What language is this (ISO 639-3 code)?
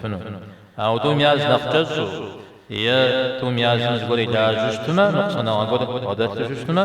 kbd